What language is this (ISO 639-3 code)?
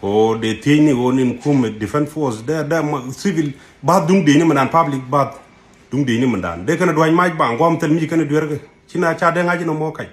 nus